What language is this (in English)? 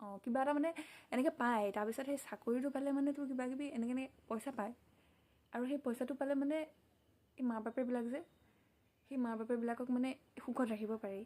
Assamese